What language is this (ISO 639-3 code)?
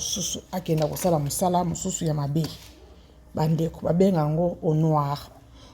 lin